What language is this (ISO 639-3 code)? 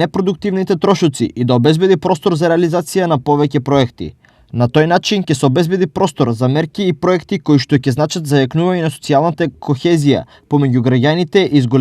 mkd